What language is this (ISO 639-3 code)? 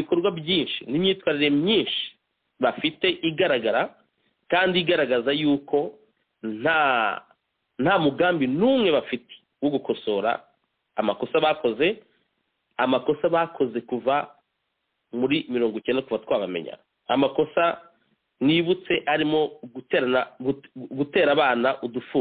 kin